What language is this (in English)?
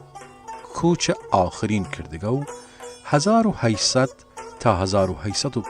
Southern Kurdish